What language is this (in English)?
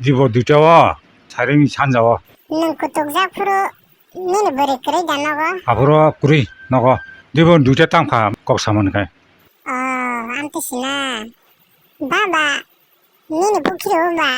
Kok Borok